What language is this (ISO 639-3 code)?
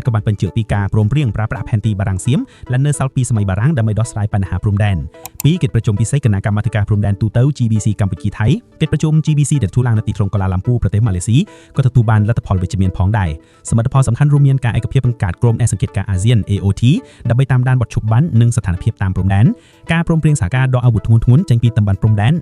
khm